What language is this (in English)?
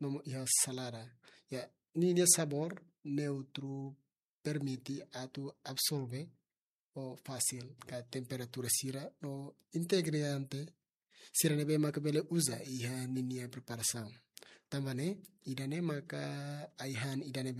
Tetum